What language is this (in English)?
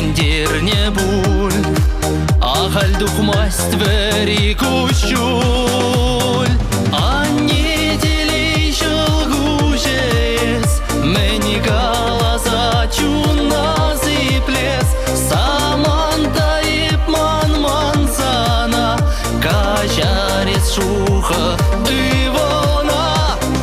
Chuvash